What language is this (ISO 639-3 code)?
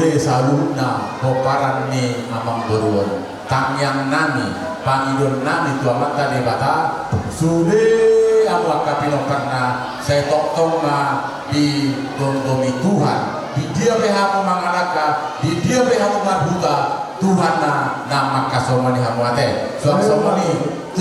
bbc